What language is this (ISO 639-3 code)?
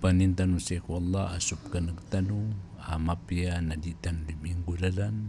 mrw